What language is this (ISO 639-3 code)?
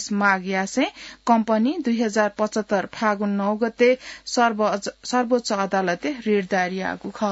new